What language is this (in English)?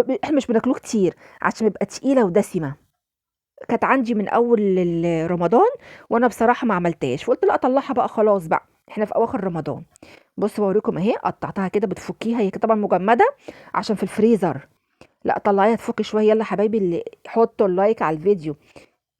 Egyptian Arabic